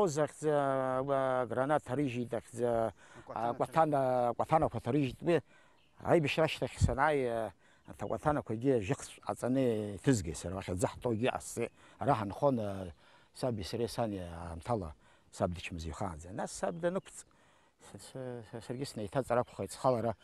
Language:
Abkhazian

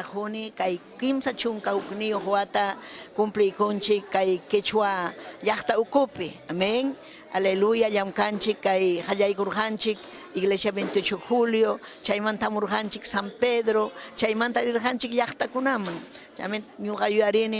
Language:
Ayacucho Quechua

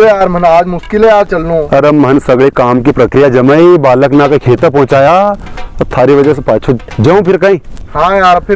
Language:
Rajasthani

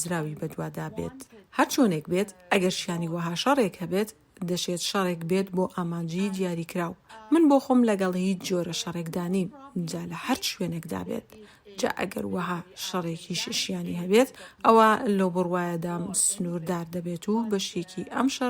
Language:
Central Kurdish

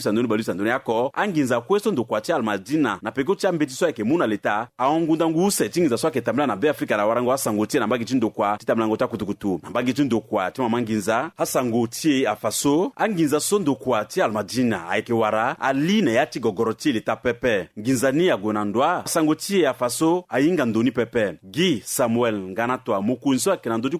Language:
Sango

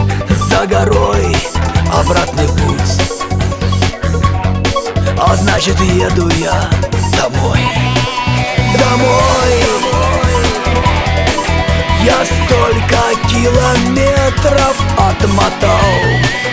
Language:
Russian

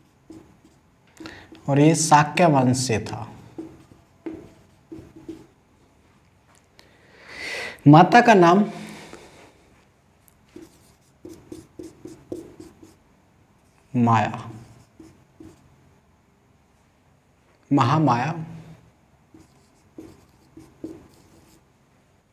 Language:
Hindi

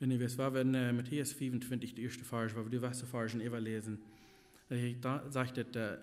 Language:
Plautdietsch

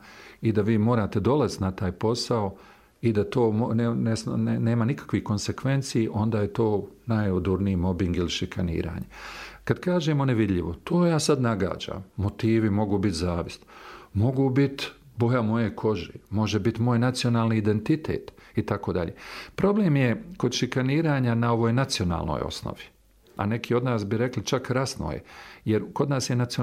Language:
Bosnian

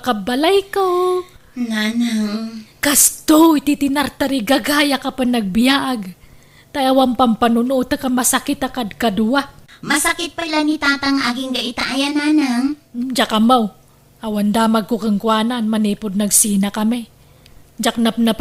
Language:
Iloko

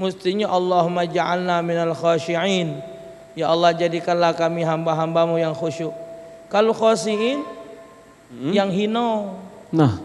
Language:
Musi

